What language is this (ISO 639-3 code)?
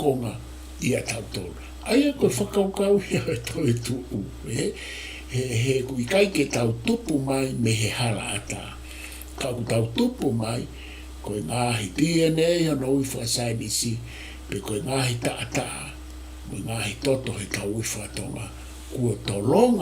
ton